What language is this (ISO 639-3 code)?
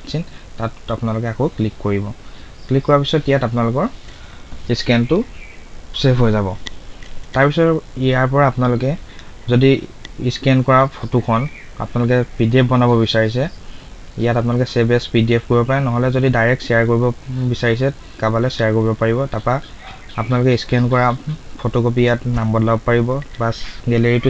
asm